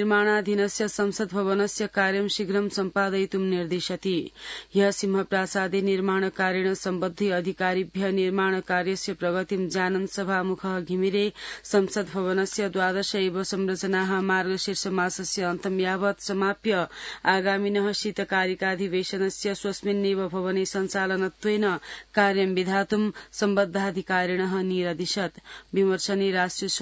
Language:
Sanskrit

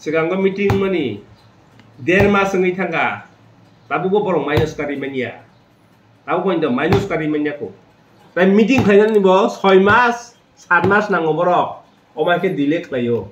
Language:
Kok Borok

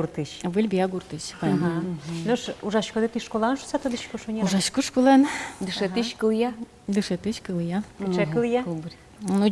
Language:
Udmurt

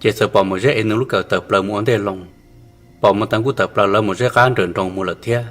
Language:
Hmong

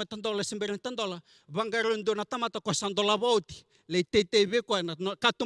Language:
Fijian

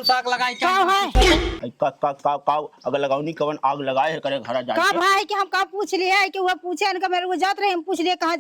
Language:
Awadhi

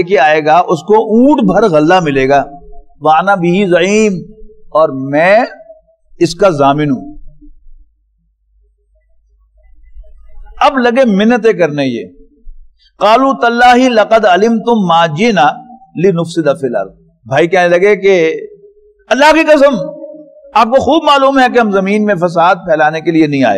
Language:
Urdu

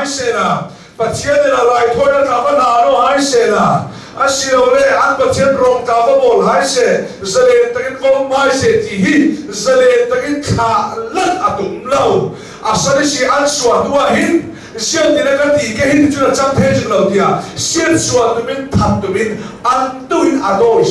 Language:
Hakha Chin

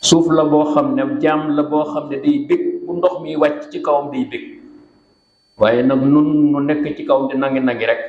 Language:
Wolof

